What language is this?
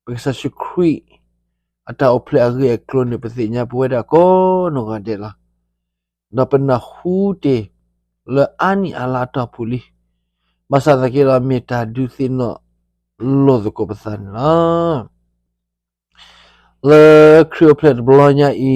S'gaw Karen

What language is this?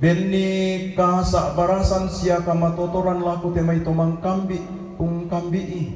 Toraja-Sa'dan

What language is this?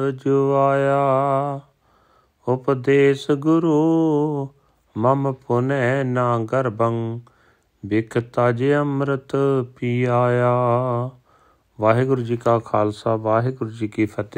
Punjabi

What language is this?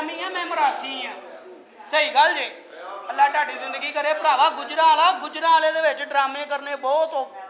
Punjabi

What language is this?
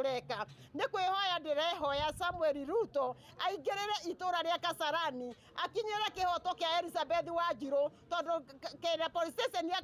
Kikuyu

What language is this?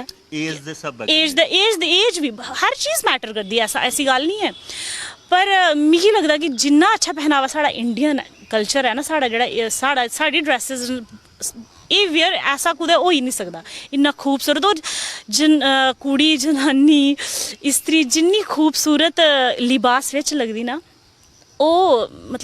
Dogri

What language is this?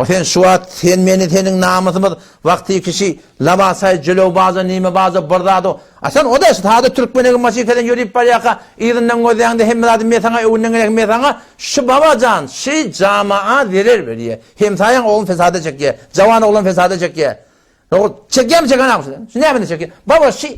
Turkmen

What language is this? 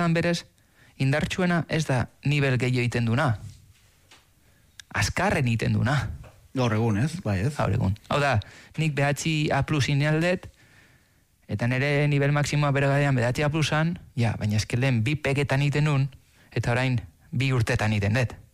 Basque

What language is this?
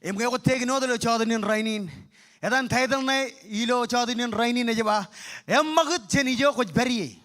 Marshallese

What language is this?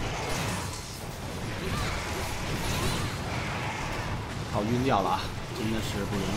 Chinese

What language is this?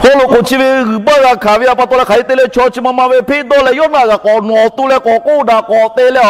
Lahu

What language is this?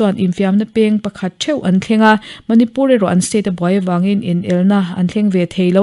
Mizo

